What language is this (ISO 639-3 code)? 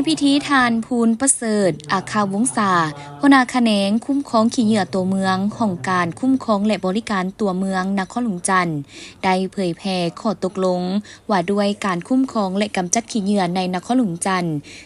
lao